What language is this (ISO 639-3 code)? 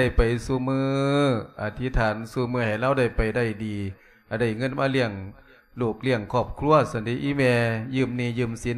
lao